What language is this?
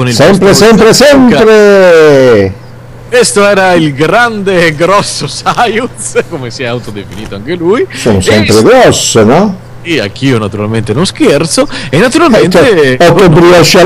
Italian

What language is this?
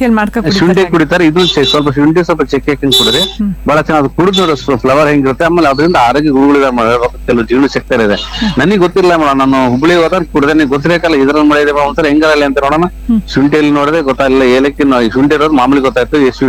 Kannada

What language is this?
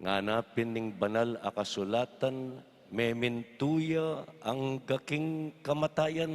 Pampanga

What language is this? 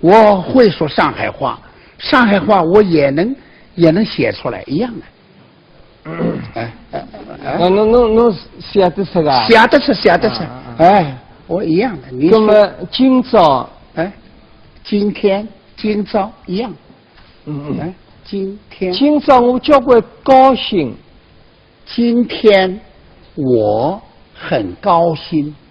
Wu Chinese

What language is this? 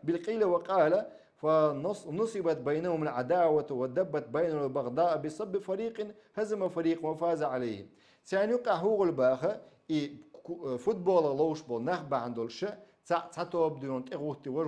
Chechen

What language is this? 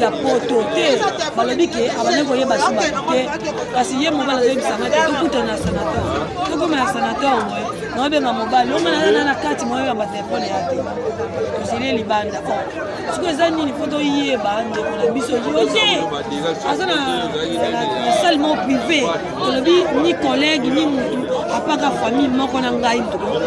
Lingala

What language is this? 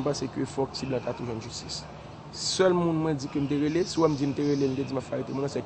Haitian Creole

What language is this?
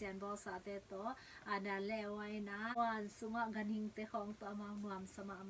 Tedim Chin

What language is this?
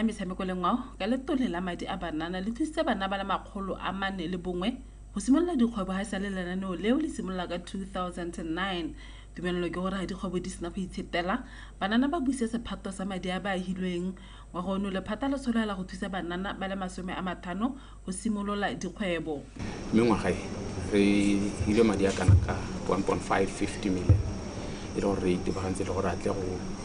Tswana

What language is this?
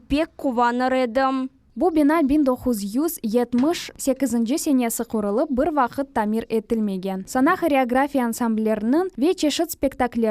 Crimean Tatar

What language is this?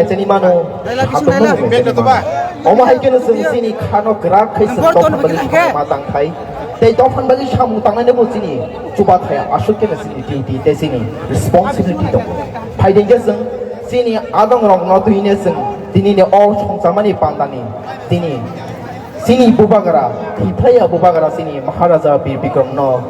Kok Borok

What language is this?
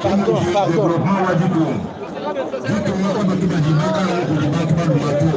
Luba-Lulua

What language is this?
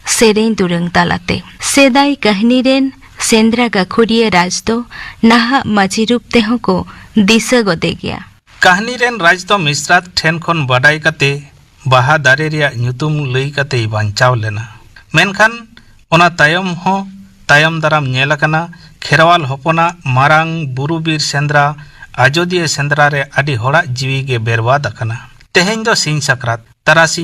Santali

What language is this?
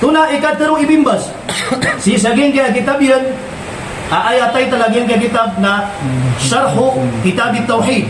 Maranao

